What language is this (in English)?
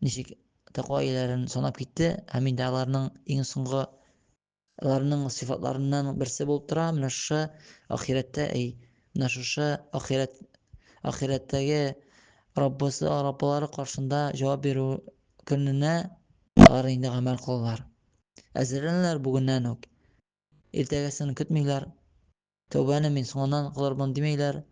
Tatar